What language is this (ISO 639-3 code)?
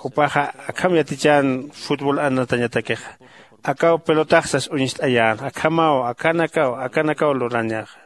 aym